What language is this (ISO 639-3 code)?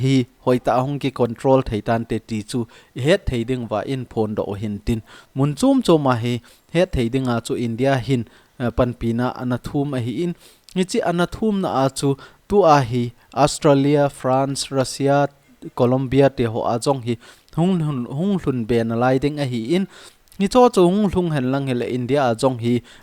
tcz